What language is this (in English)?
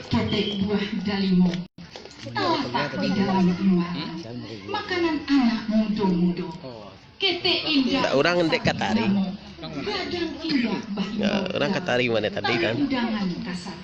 Minangkabau